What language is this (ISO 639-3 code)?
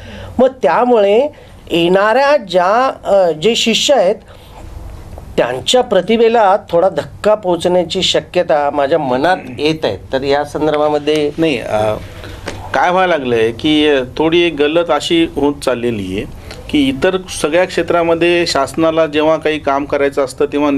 mar